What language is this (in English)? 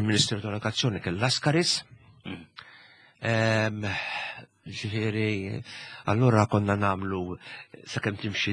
Maltese